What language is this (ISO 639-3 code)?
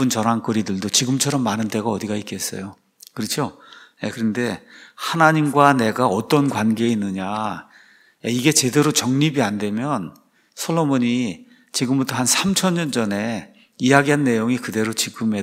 kor